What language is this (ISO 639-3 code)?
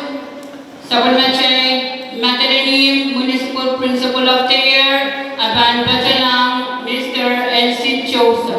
pon